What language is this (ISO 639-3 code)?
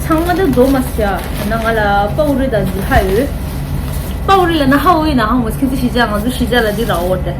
bod